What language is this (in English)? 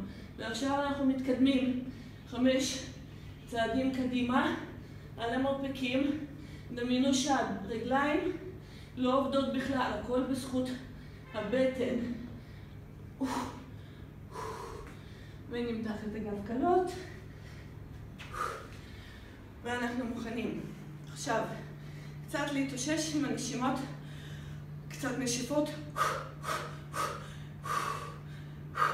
Hebrew